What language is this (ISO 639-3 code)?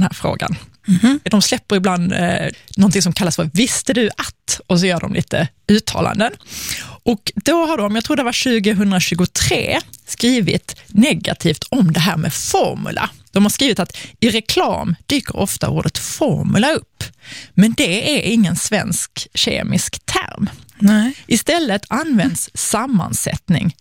swe